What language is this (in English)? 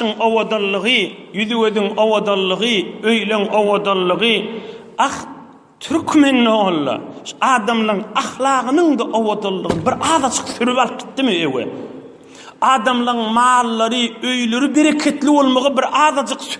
Turkmen